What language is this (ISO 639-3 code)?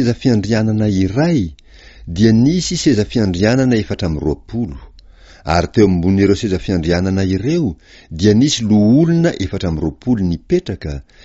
mlg